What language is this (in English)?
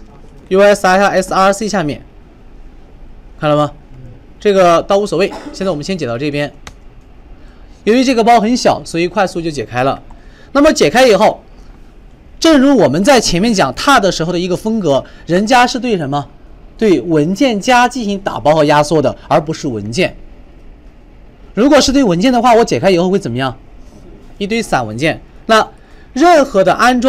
Chinese